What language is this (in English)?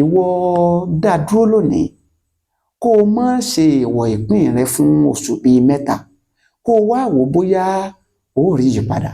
Yoruba